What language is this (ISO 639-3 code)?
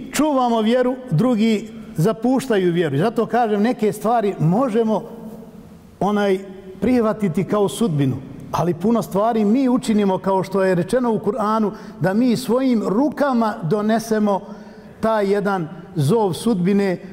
bos